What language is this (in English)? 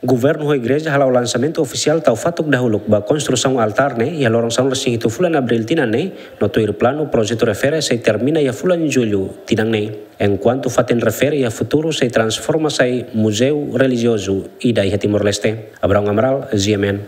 Tetum